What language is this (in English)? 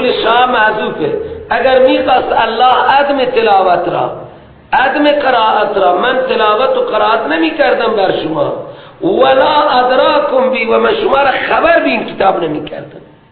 Persian